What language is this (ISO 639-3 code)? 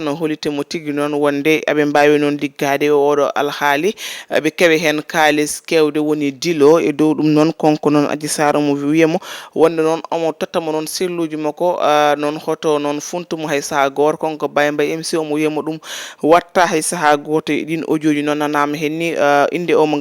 ful